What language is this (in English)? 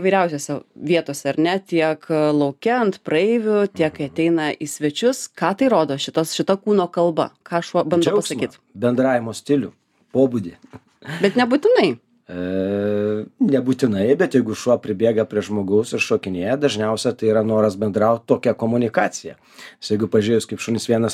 Lithuanian